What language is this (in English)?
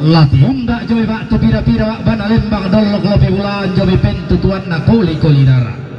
Toraja-Sa'dan